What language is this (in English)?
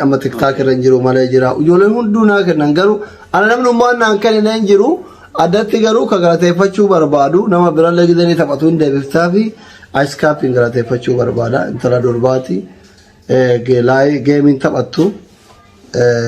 Oromo